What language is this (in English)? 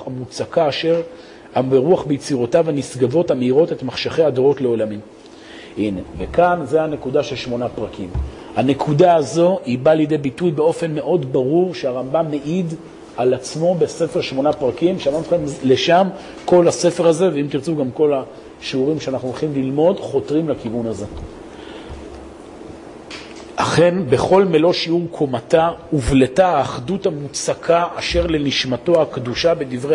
Hebrew